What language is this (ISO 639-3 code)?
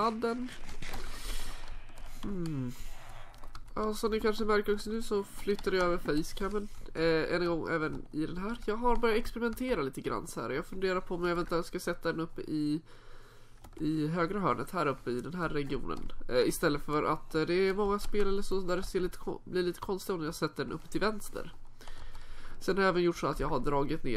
swe